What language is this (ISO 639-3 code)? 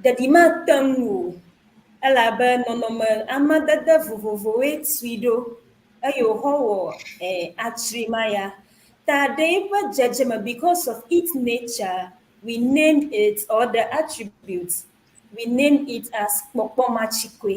ewe